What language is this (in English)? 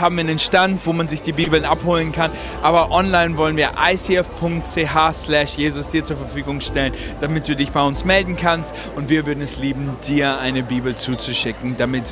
Swiss German